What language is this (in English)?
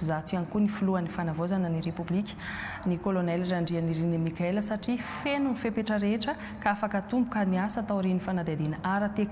Malagasy